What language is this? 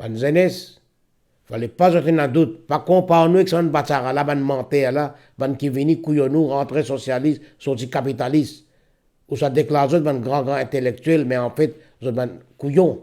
Morisyen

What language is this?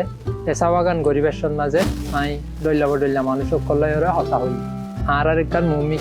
Rohingya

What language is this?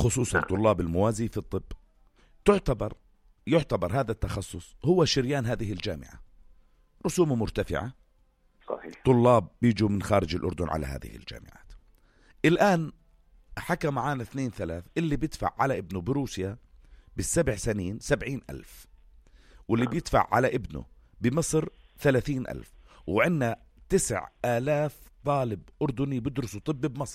North Levantine Arabic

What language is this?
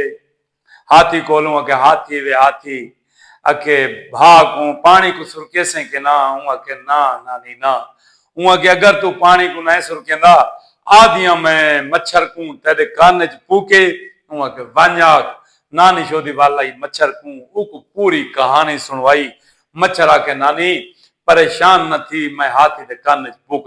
Saraiki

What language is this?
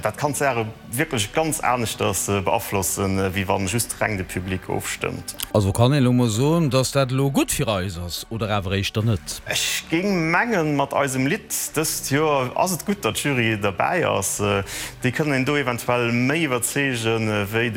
Luxembourgish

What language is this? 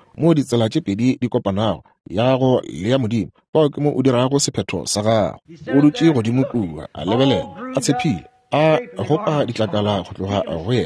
Northern Sotho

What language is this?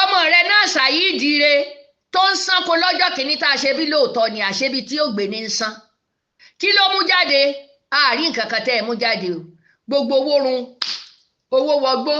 Yoruba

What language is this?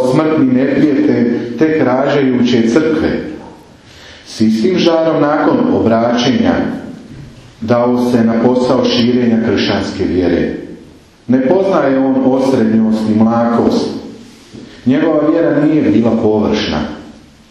Croatian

